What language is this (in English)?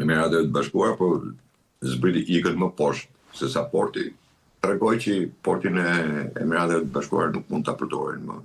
Albanian